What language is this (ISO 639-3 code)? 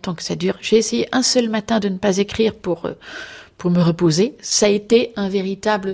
fra